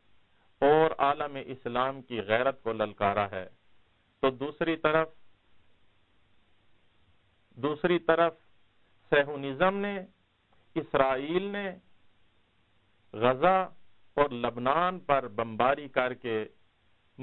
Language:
Urdu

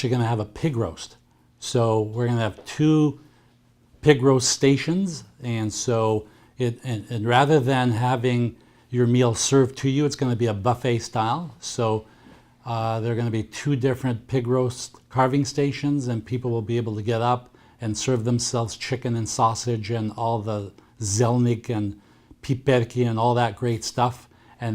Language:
English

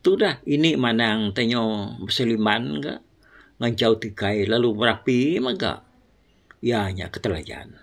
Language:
Iban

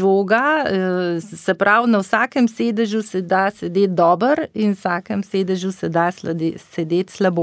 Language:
Slovenian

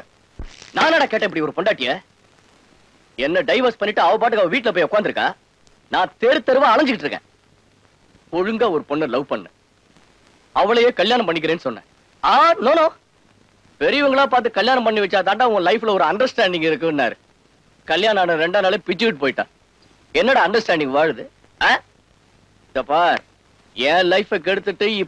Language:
Tamil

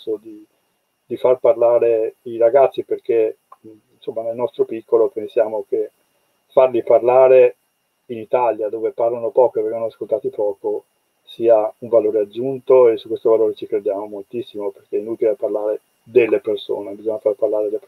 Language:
Italian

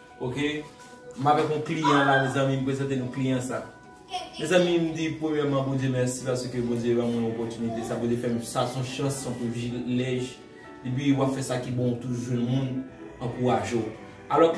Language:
Haitian Creole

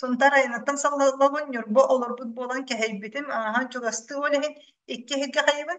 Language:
Yakut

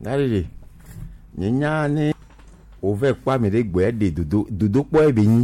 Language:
Gen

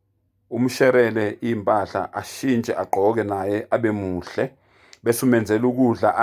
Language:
Zulu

